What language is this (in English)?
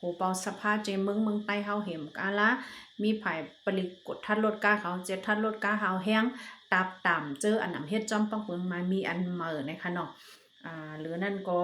Shan